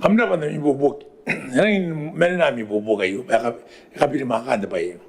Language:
Gilbertese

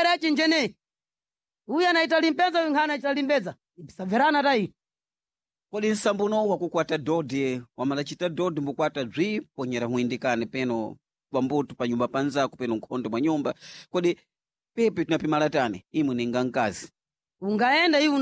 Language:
Sena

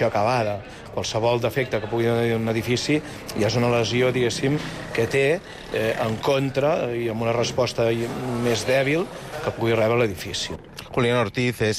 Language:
Catalan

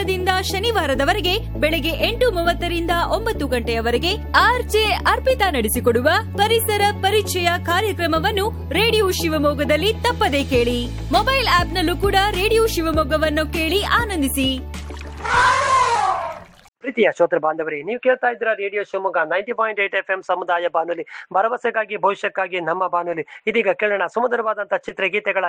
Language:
Kannada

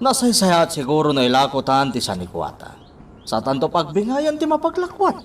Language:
Iloko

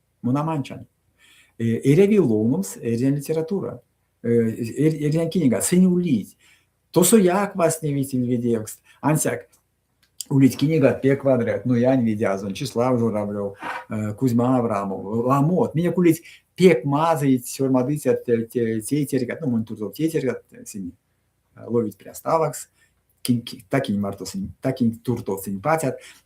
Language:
Erzya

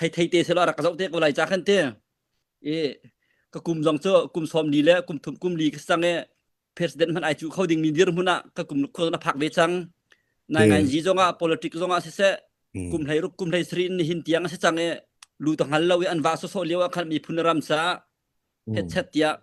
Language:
Hakha Chin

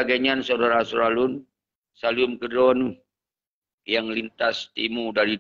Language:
Achinese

